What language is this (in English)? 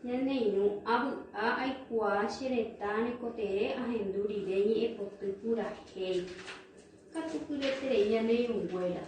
Guarani